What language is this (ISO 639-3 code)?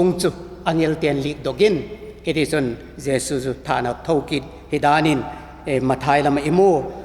vap